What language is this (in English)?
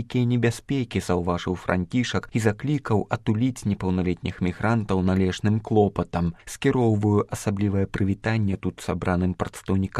Belarusian